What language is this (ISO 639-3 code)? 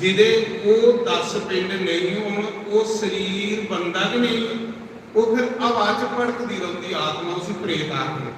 doi